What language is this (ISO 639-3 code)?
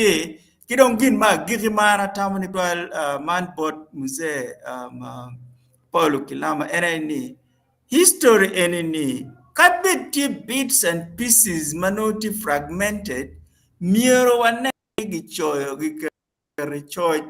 ach